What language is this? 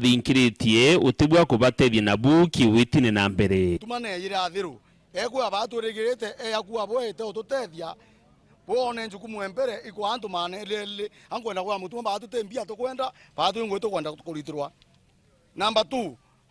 Meru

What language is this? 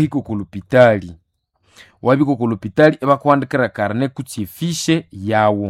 Nande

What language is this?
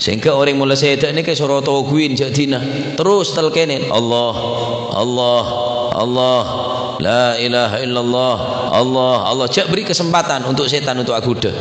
Madurese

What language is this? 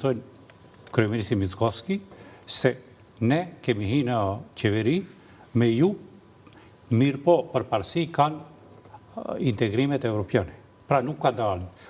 Albanian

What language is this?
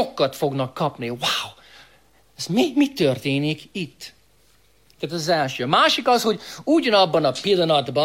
Hungarian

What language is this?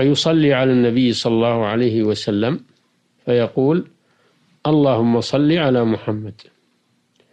Arabic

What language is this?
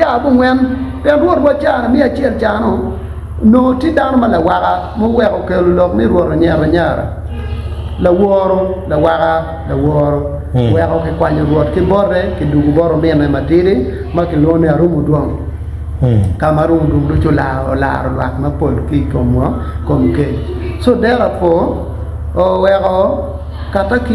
Acoli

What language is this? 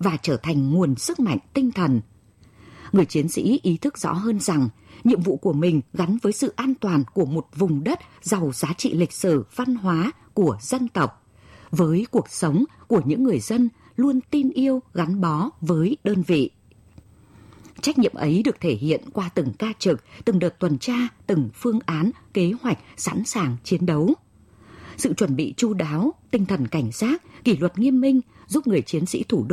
Vietnamese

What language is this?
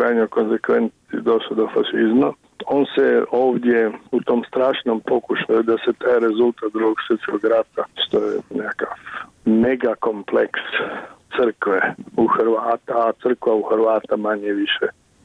Croatian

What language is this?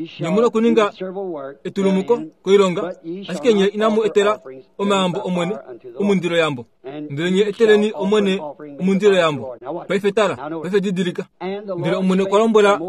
Kuanyama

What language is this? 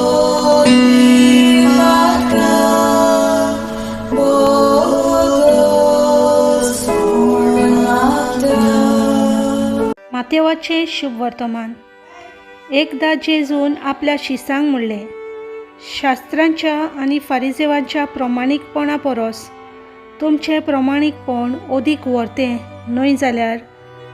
Konkani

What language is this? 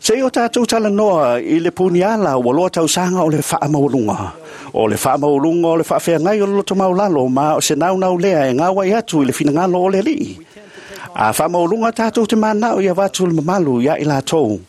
Samoan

